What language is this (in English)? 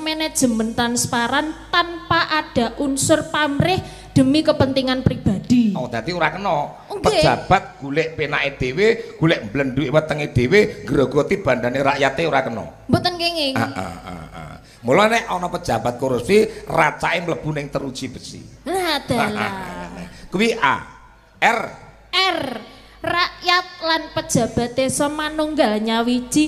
Javanese